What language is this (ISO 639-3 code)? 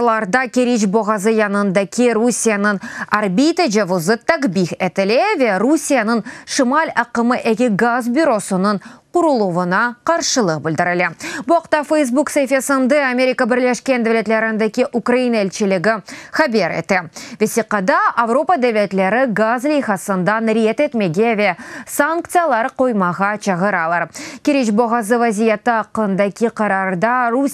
crh